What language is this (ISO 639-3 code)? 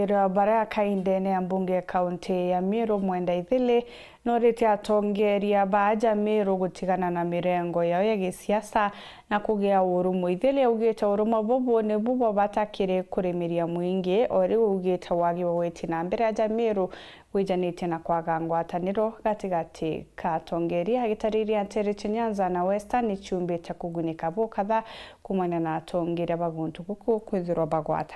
mer